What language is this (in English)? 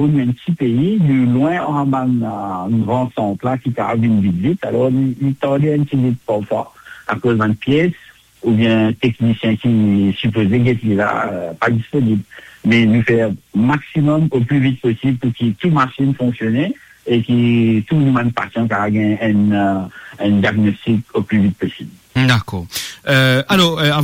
Morisyen